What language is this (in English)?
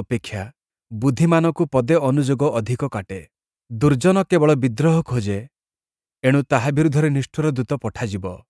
Odia